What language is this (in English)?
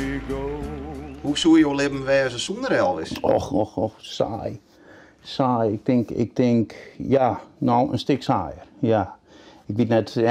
Western Frisian